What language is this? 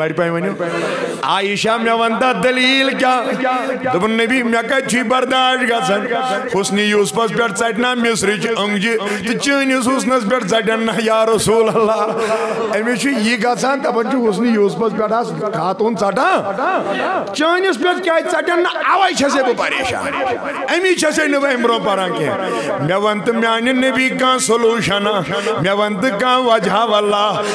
Kashmiri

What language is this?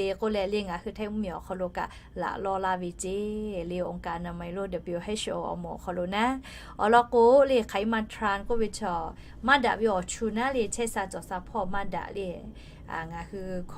Lahu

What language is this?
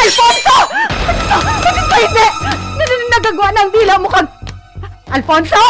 Hiligaynon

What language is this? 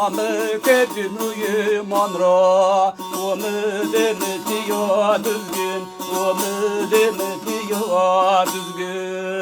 Zaza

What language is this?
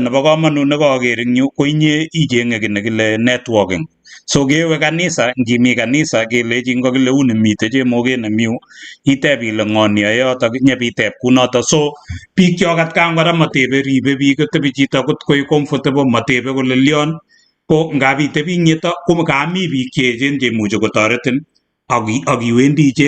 Kalenjin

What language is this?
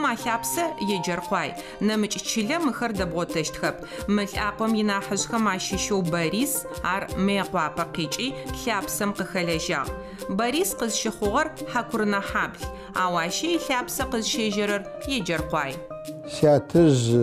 Adyghe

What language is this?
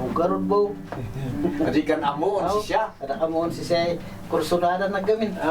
Kankanaey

